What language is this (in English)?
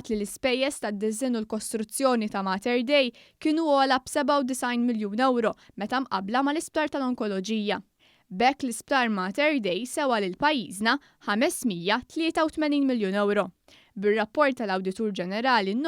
Maltese